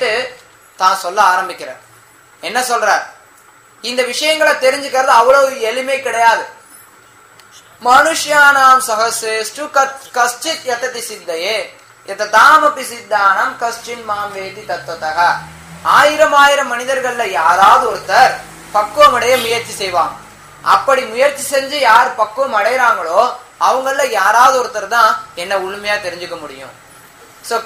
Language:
Tamil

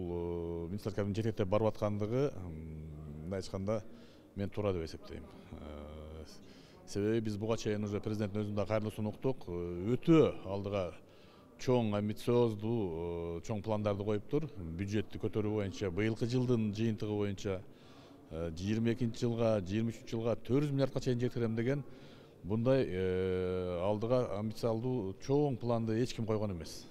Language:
Kyrgyz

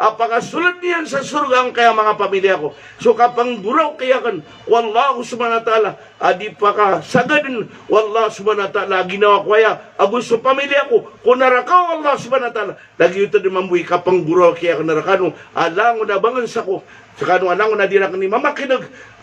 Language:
Maranao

